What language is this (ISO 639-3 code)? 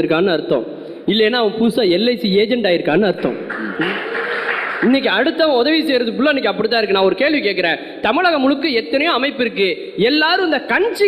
tam